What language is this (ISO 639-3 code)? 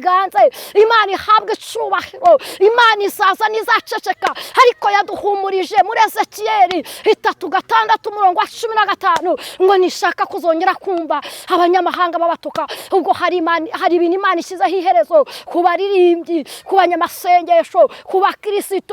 kin